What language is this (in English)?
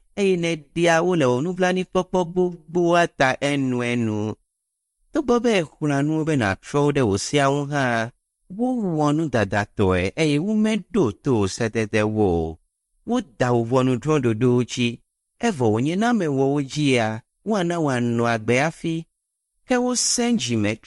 Ewe